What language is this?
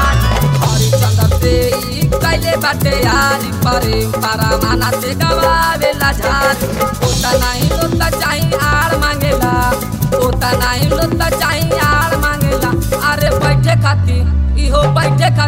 Bhojpuri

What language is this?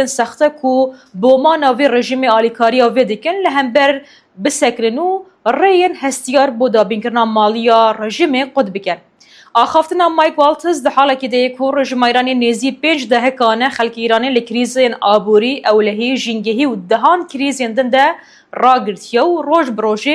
Kurdish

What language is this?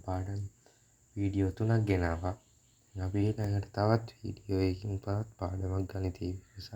Sinhala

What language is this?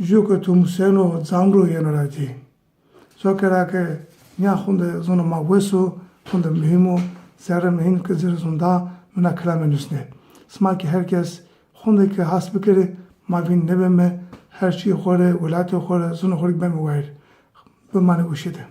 Zaza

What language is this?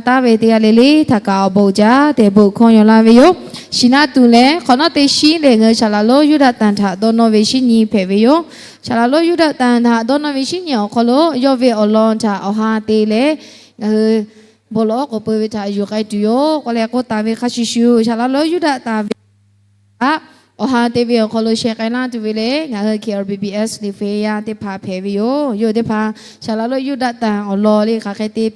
Lahu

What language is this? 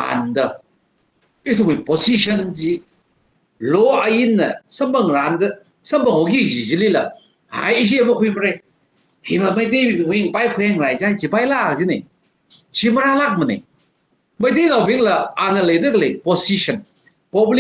Tangkhul Naga (India)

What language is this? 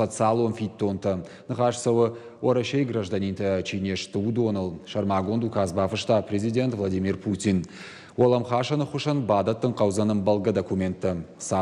Ossetic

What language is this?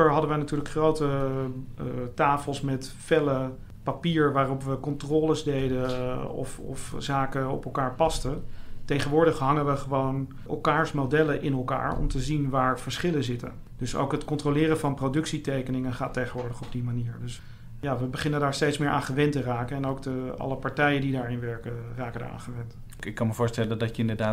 Dutch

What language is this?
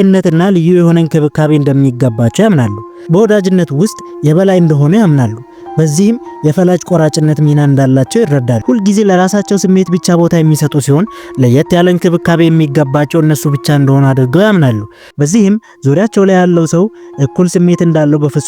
Amharic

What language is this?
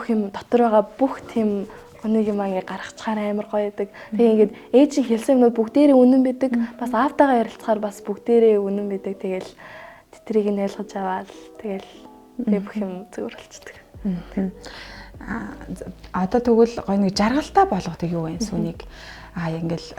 Mongolian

